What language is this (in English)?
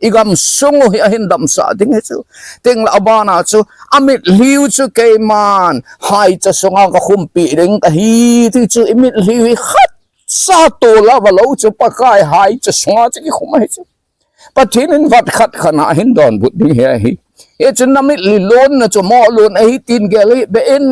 Thado Chin